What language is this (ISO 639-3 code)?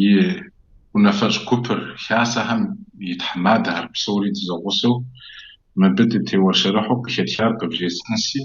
kbd